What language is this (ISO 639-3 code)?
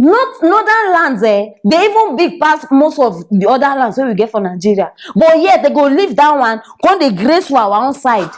pcm